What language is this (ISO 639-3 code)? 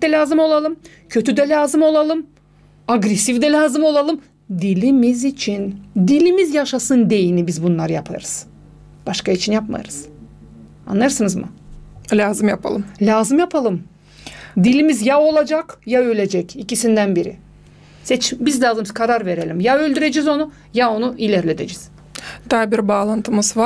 gag